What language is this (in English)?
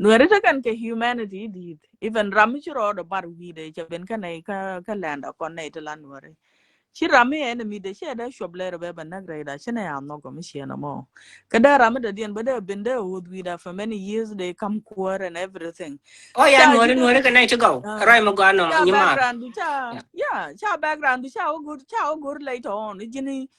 Nuer